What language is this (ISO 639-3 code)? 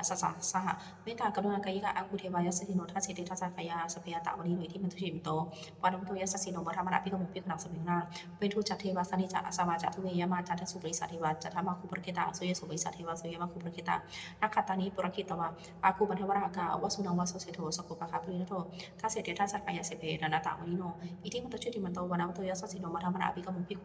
pli